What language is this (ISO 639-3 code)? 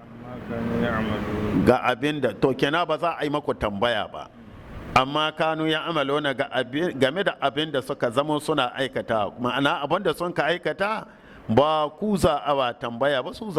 hau